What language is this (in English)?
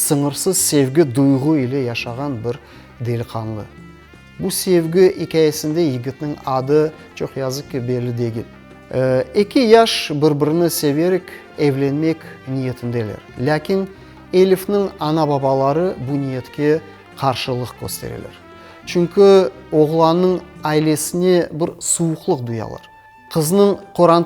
Crimean Tatar